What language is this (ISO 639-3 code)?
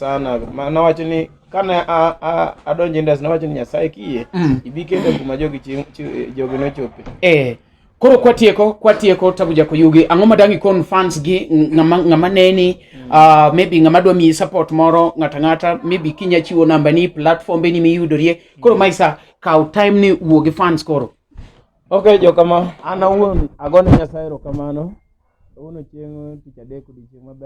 luo